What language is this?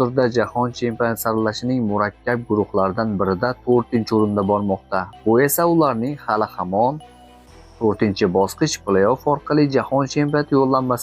Uzbek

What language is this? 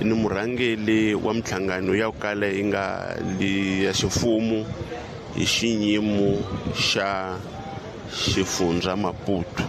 Tsonga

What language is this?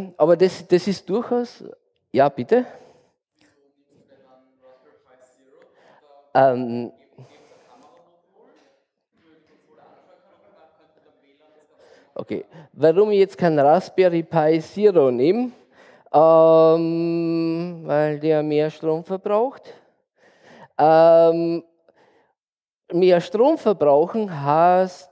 German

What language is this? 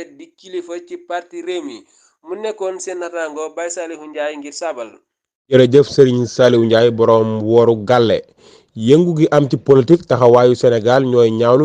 Wolof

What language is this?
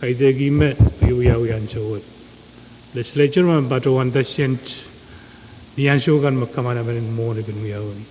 Pohnpeian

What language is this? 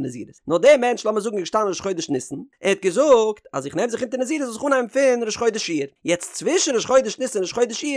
Yiddish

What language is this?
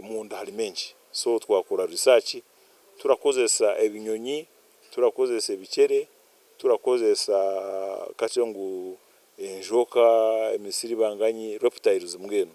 Nyankole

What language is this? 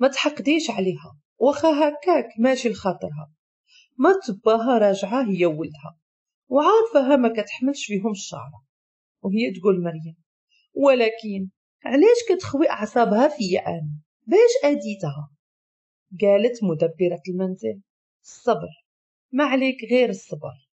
Moroccan Arabic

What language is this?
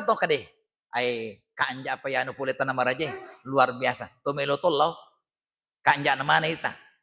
Buginese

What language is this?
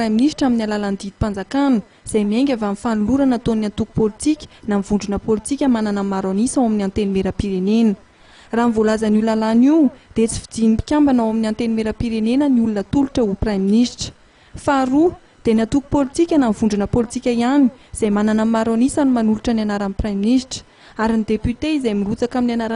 Malagasy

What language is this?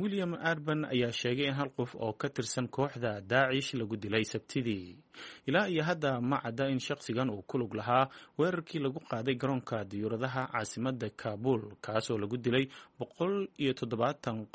Somali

